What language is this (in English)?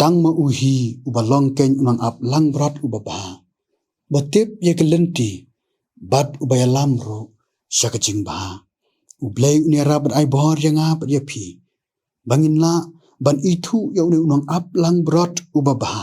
Khasi